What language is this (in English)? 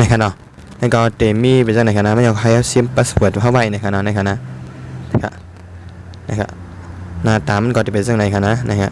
Shan